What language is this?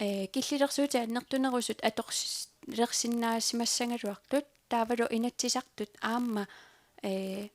Kalaallisut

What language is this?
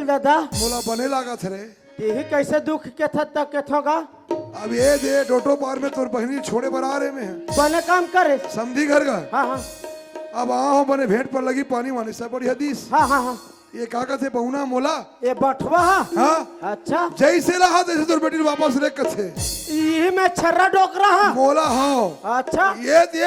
Chhattisgarhi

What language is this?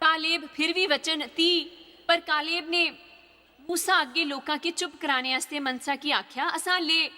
Dogri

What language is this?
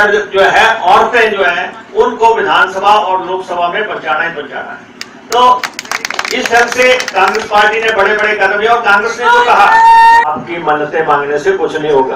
Hindi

